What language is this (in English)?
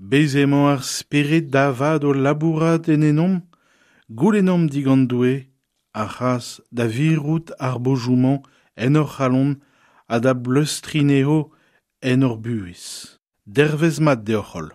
Breton